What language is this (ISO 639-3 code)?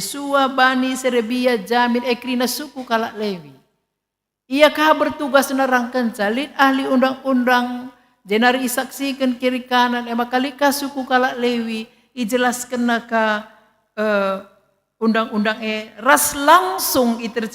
btx